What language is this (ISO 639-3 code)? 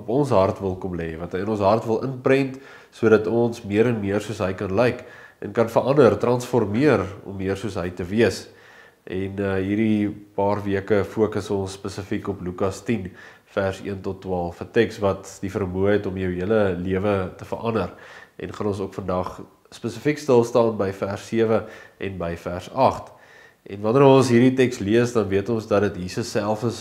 afr